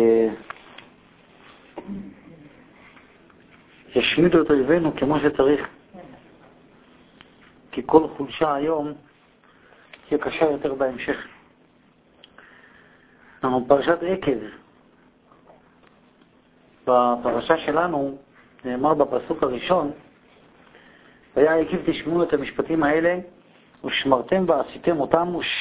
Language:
Hebrew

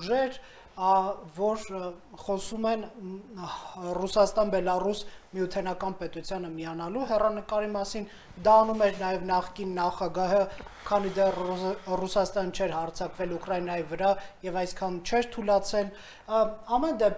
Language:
Armenian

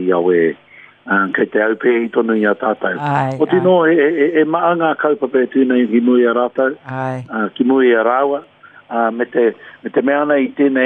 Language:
Māori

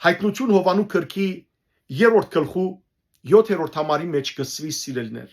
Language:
Western Armenian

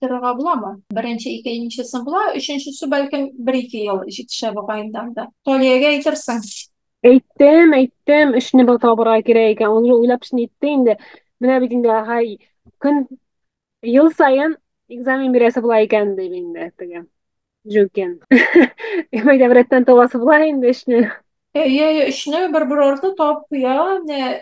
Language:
Tatar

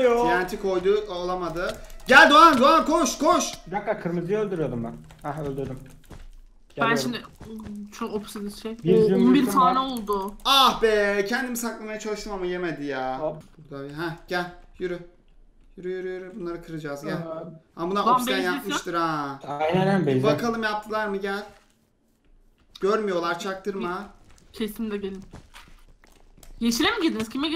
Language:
Turkish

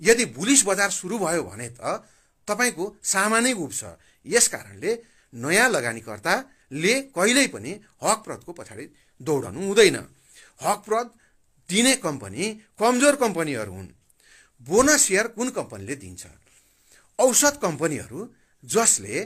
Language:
Nepali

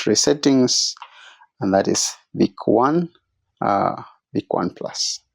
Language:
Swahili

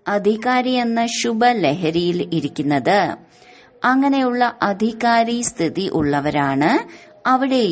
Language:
Malayalam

